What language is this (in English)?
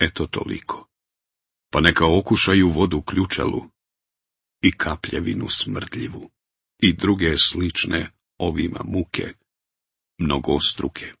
Bosnian